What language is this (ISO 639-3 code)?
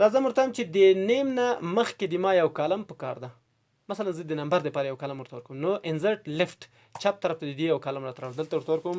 pus